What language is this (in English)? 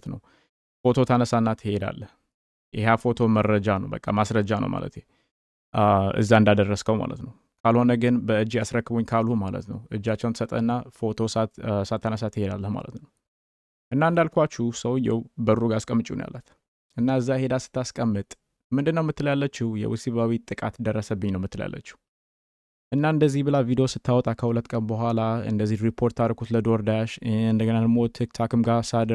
Amharic